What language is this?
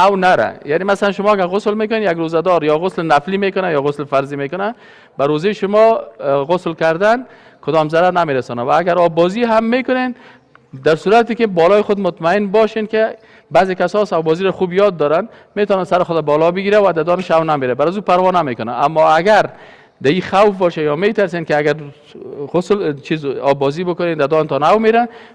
Persian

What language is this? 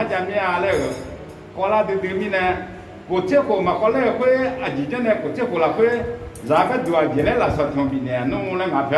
Akha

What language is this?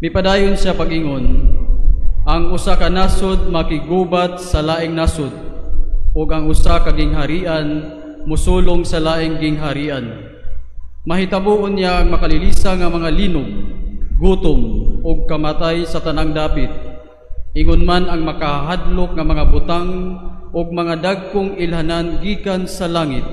Cebuano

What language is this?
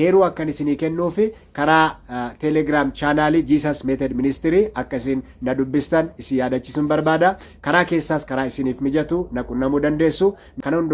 Oromo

